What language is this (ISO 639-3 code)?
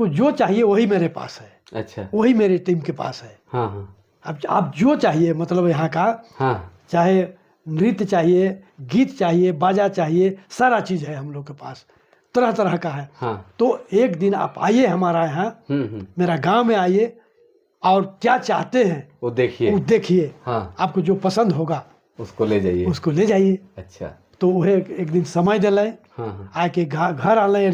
sck